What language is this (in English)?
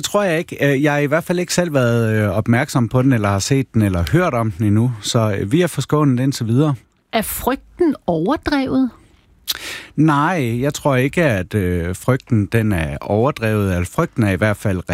Danish